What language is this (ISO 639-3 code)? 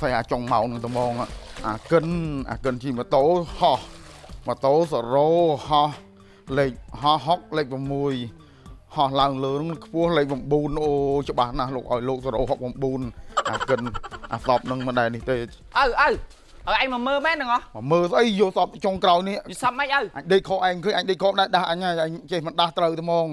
khm